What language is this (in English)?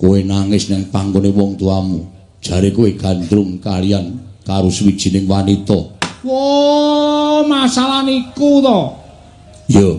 Javanese